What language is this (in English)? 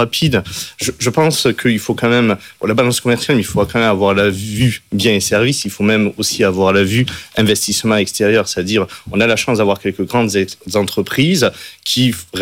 French